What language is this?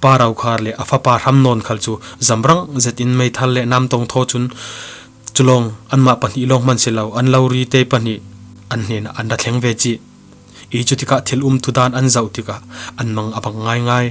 Falam Chin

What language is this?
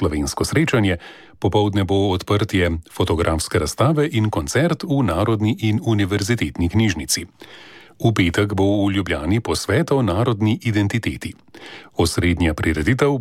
Slovenian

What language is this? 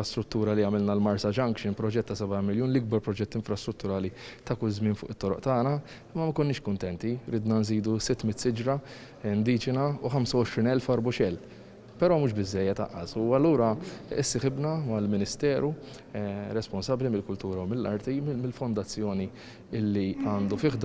Maltese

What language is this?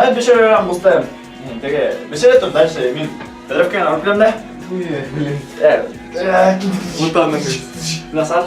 Bashkir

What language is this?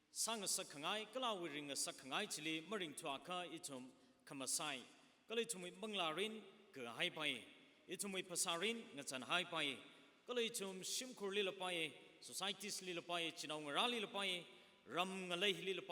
Tangkhul Naga (India)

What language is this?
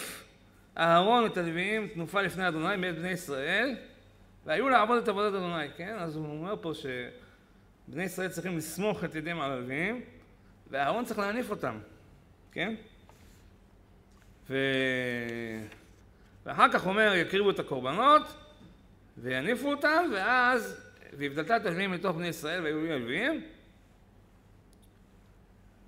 Hebrew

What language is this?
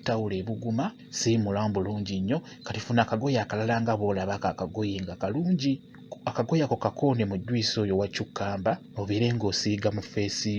Ganda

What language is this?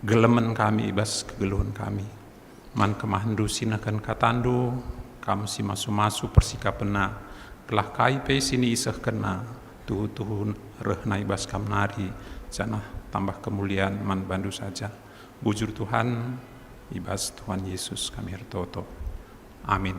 Batak Karo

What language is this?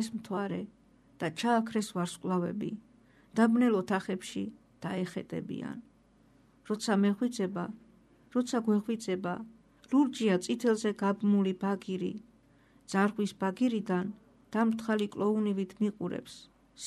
Georgian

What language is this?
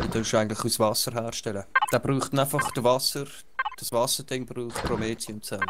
Swiss German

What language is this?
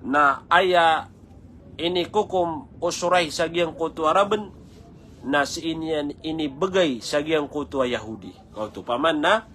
Maranao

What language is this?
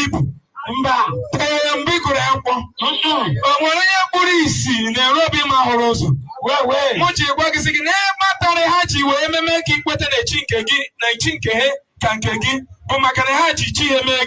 Igbo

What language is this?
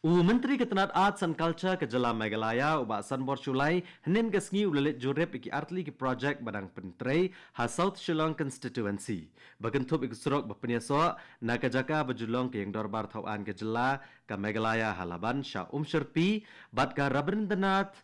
Khasi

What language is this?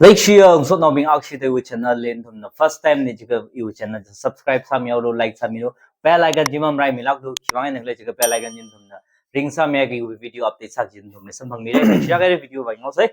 Tangkhul Naga (India)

